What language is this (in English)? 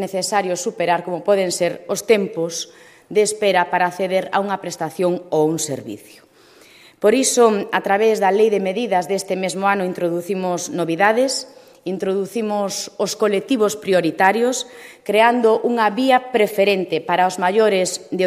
Galician